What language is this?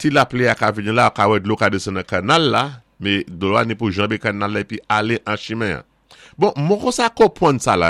Saint Lucian Creole French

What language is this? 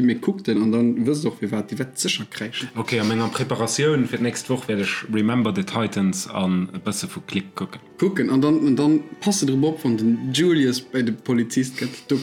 Luxembourgish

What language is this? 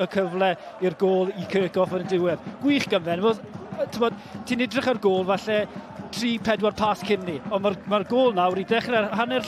Welsh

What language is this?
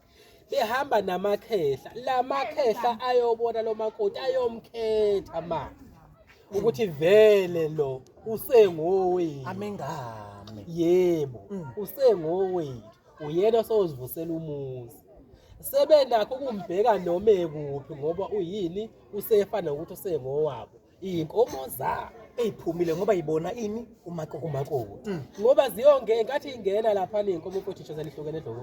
Zulu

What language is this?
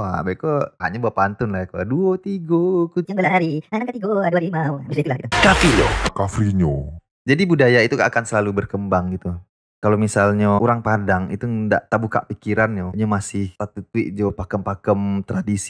Minangkabau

